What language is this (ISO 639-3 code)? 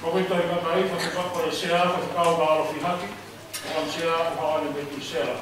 ton